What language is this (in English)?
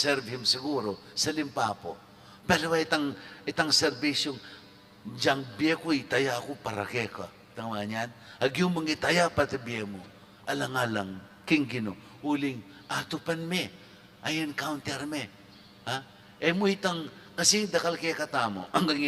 Pampanga